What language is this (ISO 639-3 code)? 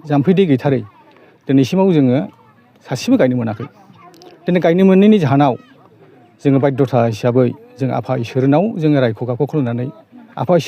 brx